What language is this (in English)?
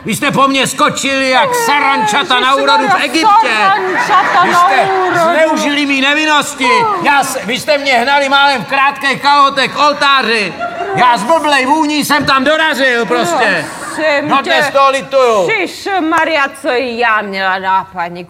Czech